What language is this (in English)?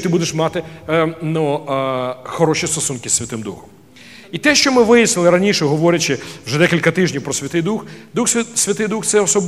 Ukrainian